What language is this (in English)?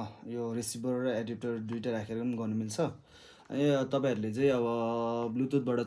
Nepali